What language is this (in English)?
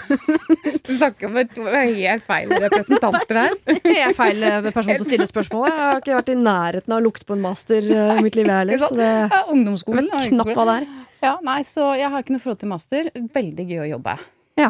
Norwegian